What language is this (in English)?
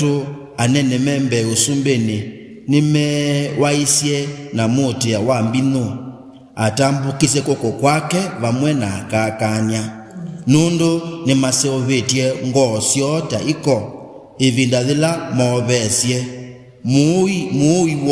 Kamba